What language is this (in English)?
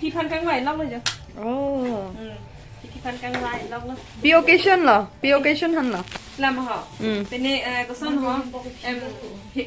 Karbi